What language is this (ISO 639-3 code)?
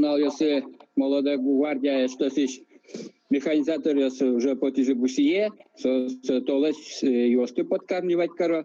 udm